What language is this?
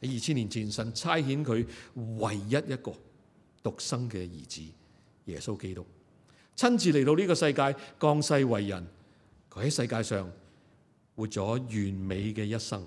Cantonese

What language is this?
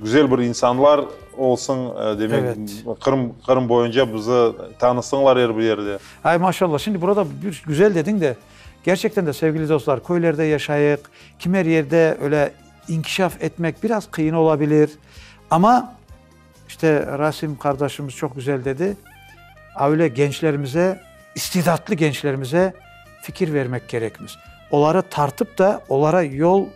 Crimean Tatar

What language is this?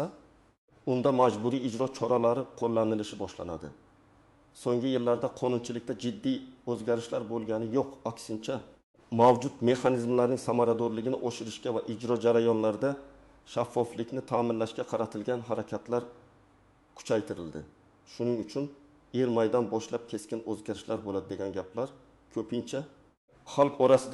Uzbek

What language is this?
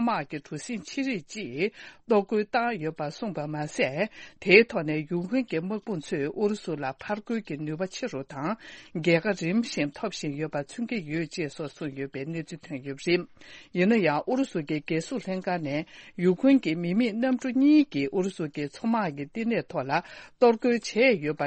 Tibetan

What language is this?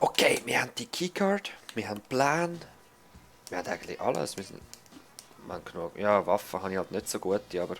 Swiss German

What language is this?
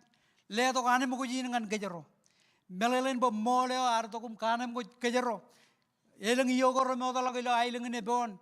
Marshallese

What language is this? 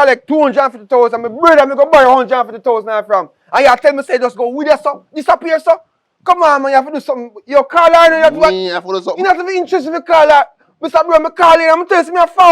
Jamaican Creole English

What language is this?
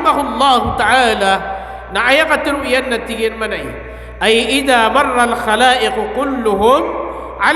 Maranao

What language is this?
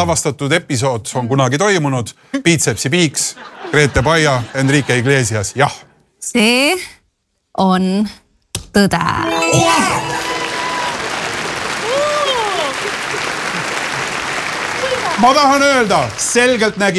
Estonian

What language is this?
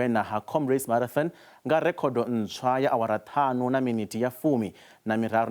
Venda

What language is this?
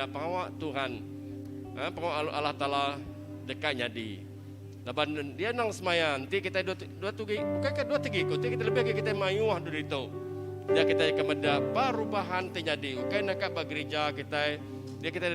Iban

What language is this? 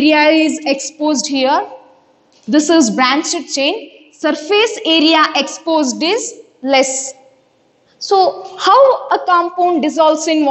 English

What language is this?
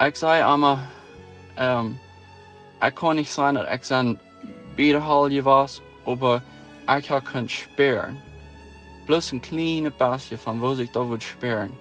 Plautdietsch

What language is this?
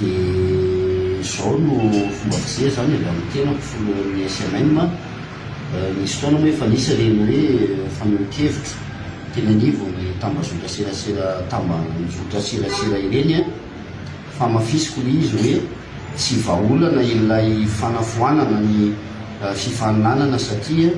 Malagasy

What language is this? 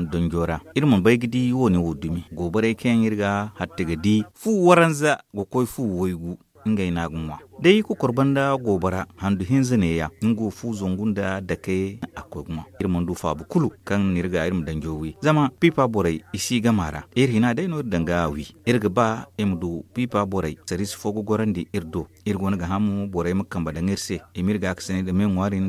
Zarma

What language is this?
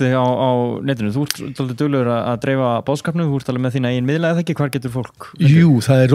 Icelandic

